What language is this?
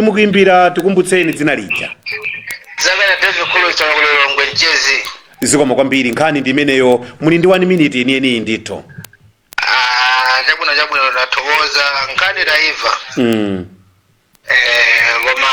Nyanja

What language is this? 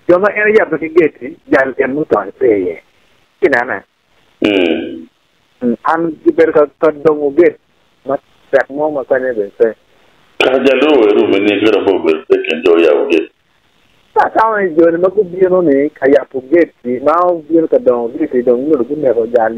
Acoli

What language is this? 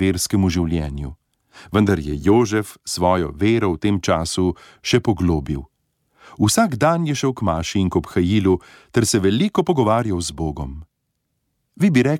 Slovenian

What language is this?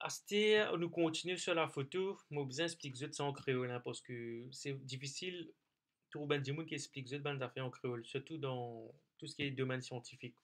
Morisyen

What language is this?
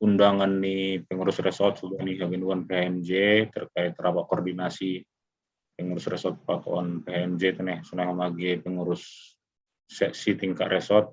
Batak Simalungun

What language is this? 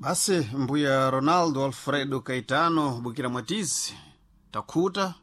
Sena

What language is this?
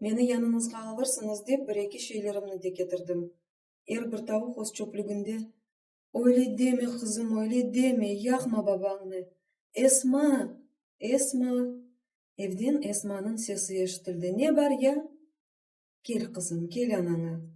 Crimean Tatar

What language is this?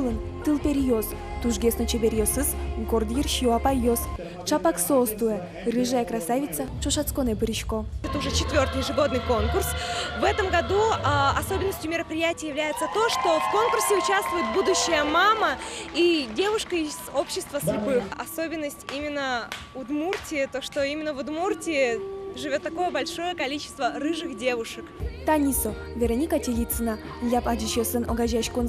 Udmurt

